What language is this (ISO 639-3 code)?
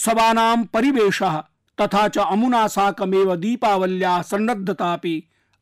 san